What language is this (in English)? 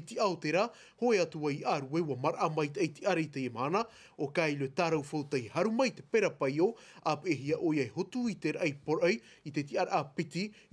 Tahitian